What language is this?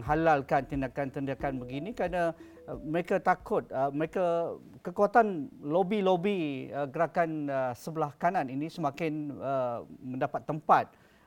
Malay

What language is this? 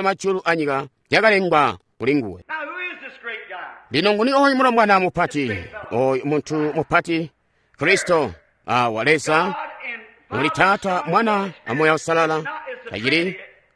Tonga (Zambia)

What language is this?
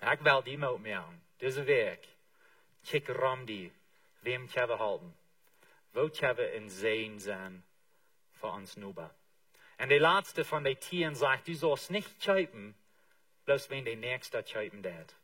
Plautdietsch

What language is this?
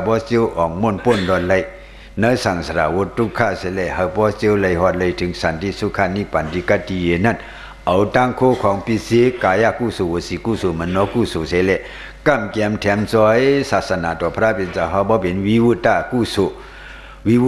Shan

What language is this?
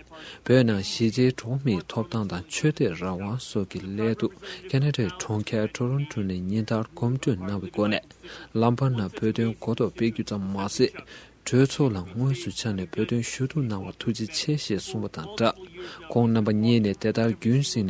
Tibetan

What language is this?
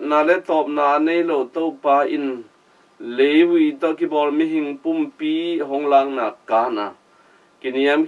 Tedim Chin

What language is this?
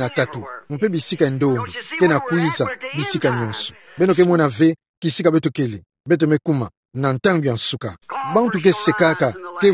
Kituba (Democratic Republic of Congo)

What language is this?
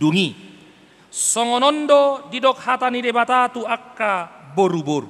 Batak Toba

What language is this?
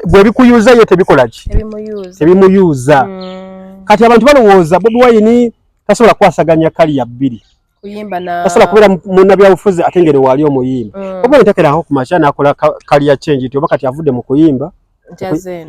Ganda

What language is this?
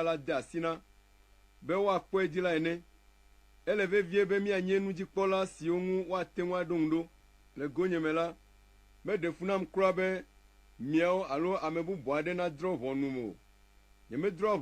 Ewe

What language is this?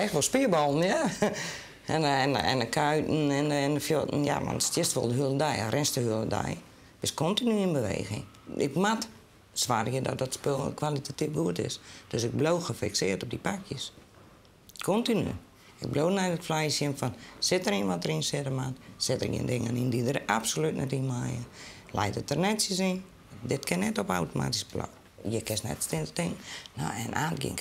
Western Frisian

